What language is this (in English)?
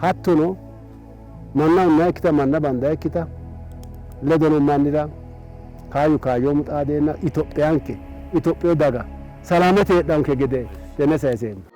Sidamo